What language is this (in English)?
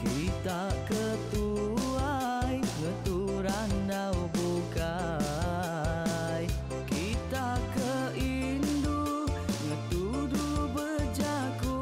Iban